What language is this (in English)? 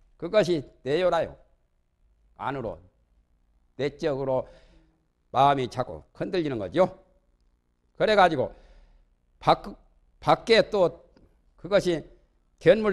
Korean